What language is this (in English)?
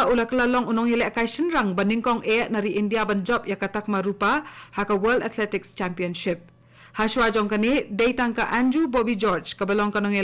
Khasi